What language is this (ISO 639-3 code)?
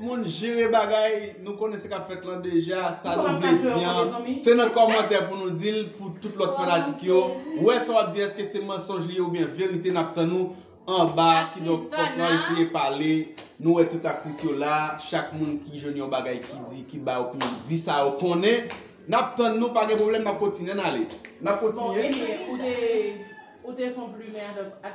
hat